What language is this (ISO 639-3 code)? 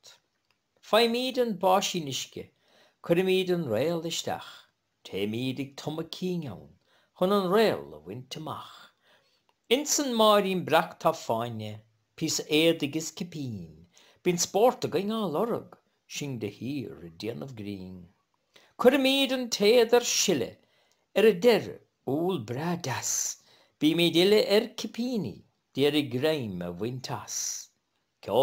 gle